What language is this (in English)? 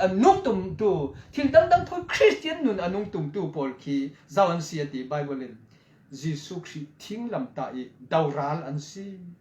Falam Chin